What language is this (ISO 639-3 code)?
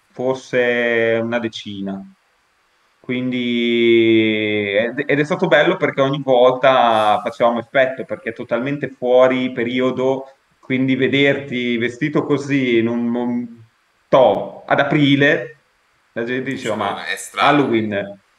ita